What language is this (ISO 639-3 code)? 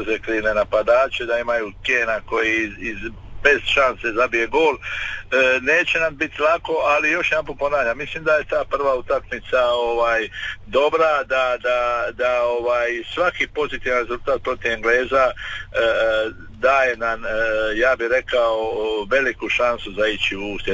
hrv